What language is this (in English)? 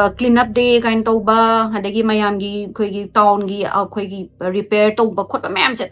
Manipuri